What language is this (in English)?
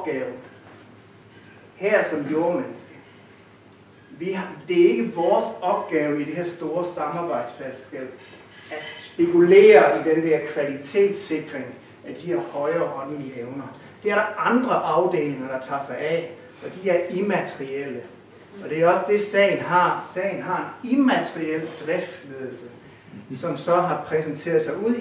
Danish